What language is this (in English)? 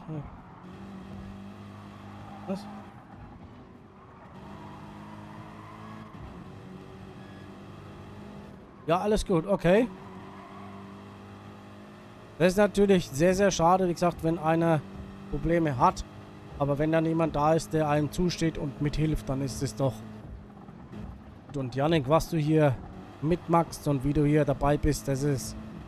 German